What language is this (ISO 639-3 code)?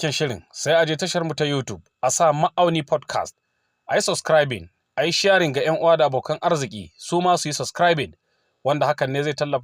hau